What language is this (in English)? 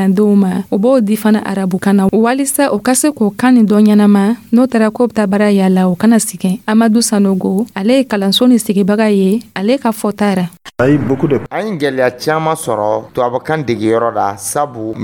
Dyula